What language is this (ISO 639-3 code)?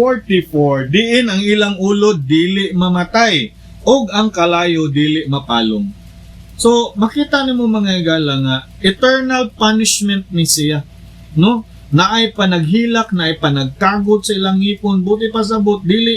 ceb